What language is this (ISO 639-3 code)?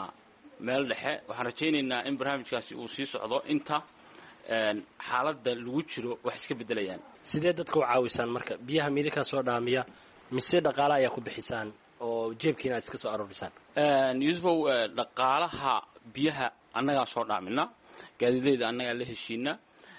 som